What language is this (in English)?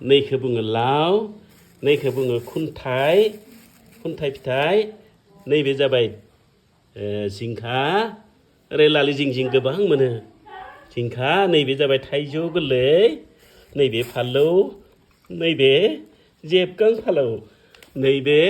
Bodo